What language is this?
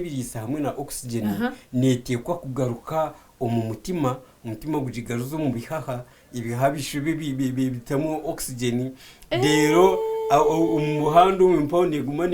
Nyankole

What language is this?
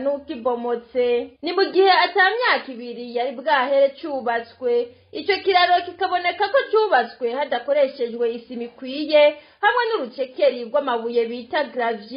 Rundi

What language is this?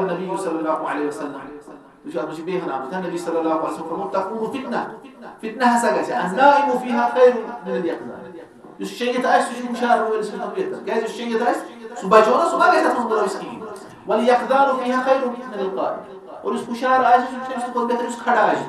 Kashmiri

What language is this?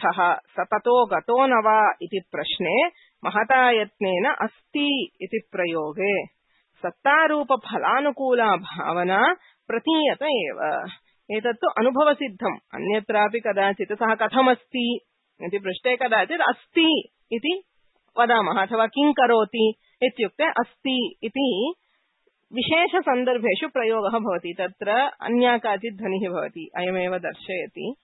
Sanskrit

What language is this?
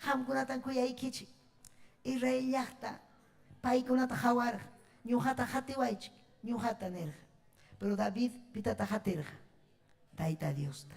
Ayacucho Quechua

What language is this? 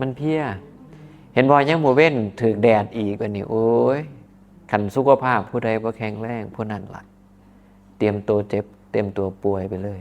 Northeastern Thai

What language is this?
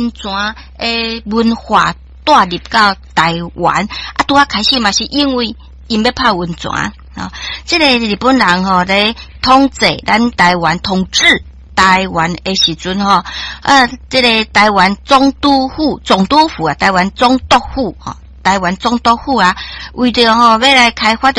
Min Nan Chinese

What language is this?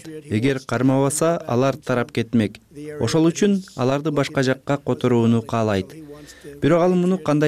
Kyrgyz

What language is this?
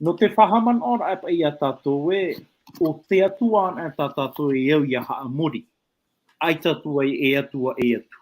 Tahitian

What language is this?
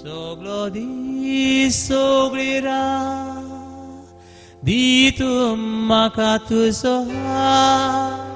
Konkani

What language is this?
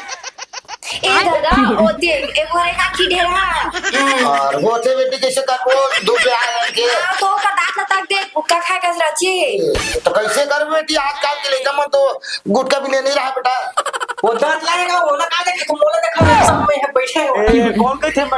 Chhattisgarhi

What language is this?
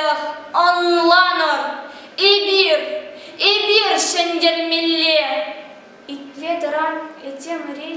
Chuvash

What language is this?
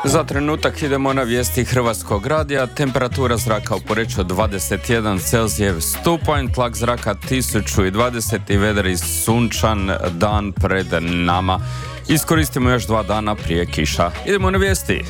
Croatian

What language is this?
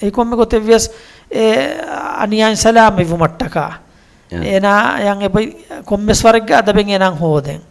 Divehi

